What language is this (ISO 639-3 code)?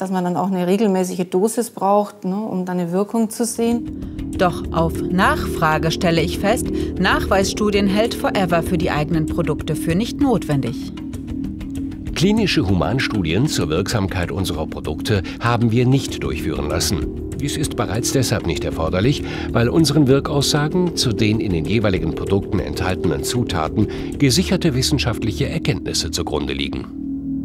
deu